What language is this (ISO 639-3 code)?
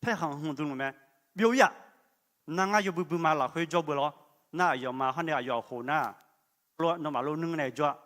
ahk